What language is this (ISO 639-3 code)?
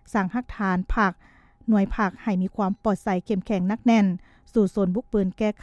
lao